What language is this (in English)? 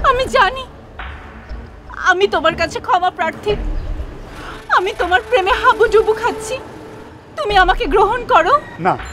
Bangla